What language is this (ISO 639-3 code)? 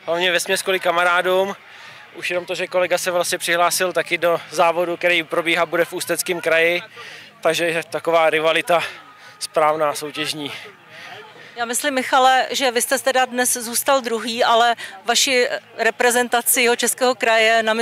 ces